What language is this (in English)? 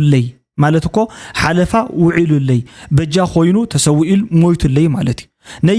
Tigrinya